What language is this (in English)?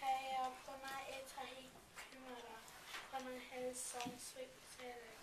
Māori